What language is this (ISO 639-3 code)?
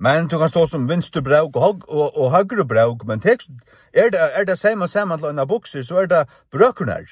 fao